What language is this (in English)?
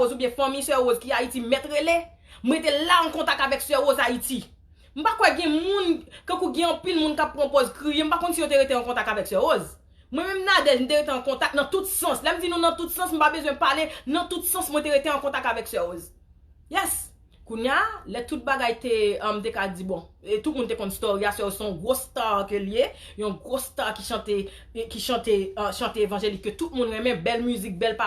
Haitian Creole